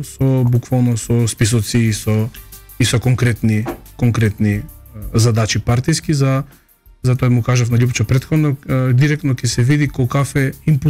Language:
Macedonian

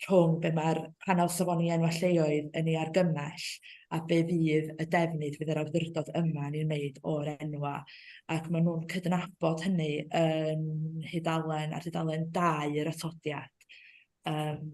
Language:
Welsh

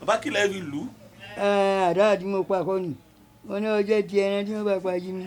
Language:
Yoruba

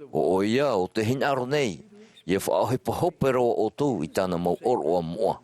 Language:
Tahitian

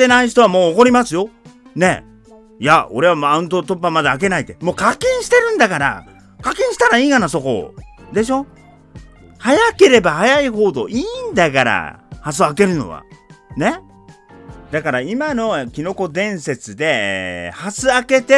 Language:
Japanese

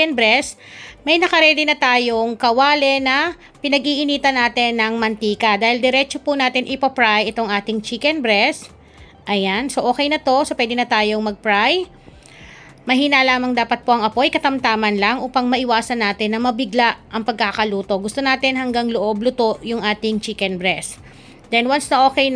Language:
Filipino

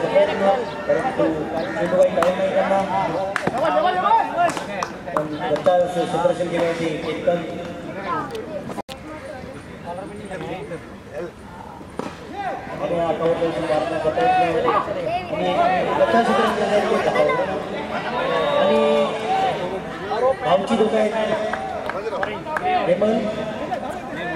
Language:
Marathi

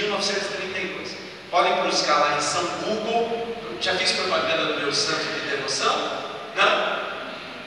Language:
Portuguese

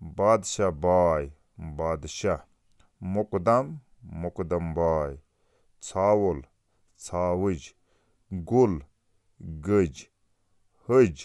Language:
Kashmiri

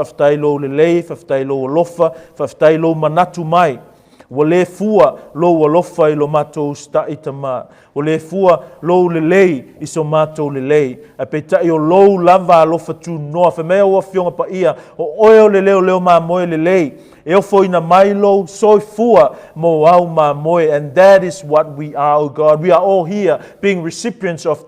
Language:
Samoan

